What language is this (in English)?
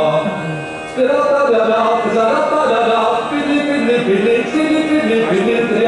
Czech